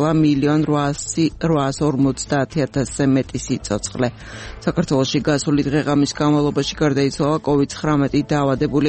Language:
Georgian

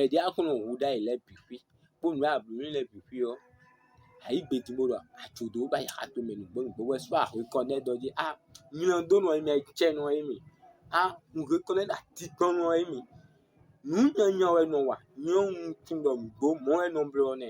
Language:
Fon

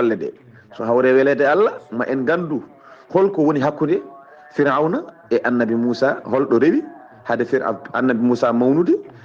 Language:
Fula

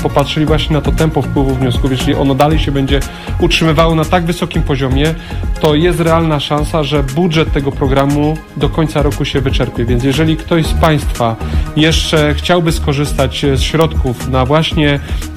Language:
Polish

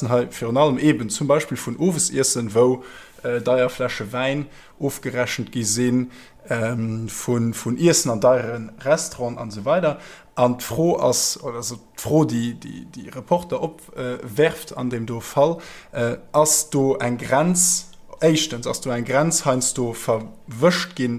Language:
Luxembourgish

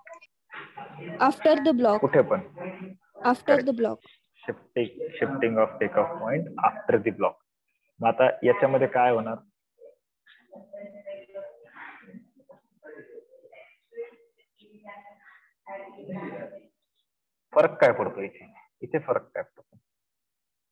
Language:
Marathi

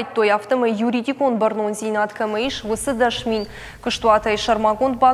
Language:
Ossetic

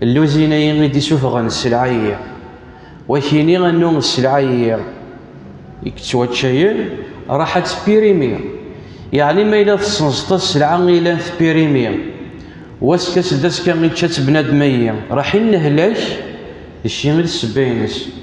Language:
Kabyle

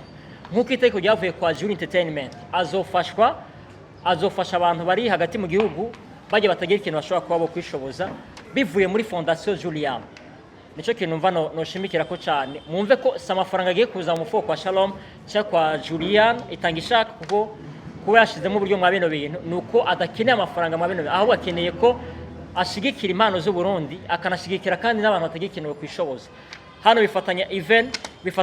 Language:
Rundi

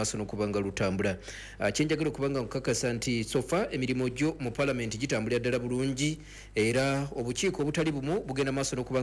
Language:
Ganda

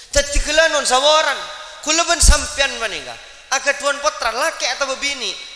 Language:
Madurese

